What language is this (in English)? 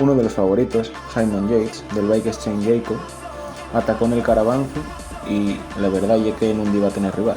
Asturian